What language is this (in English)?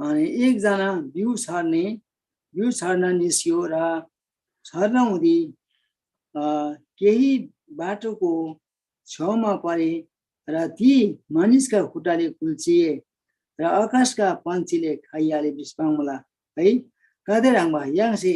Eastern Tamang